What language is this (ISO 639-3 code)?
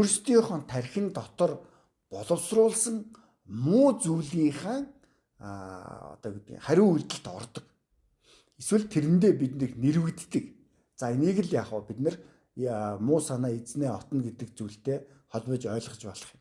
mon